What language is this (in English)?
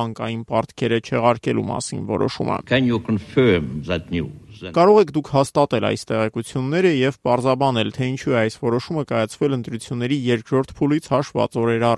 Armenian